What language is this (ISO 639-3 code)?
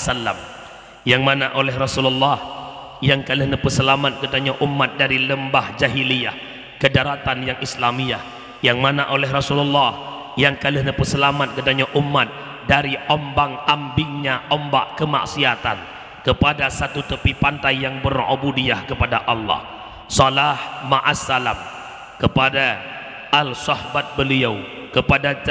ace